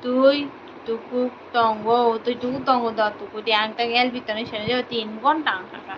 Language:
Kok Borok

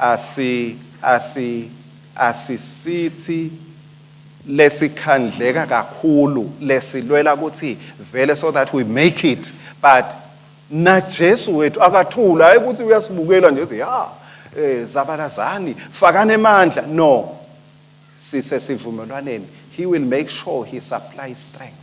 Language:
Swati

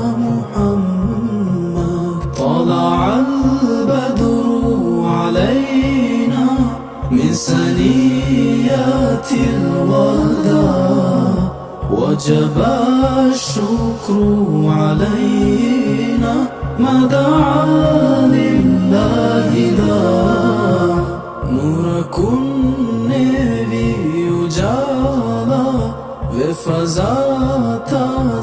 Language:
Divehi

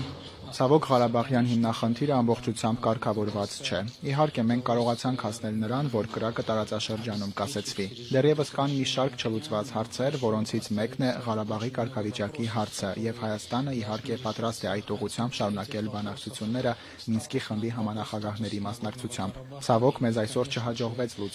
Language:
Armenian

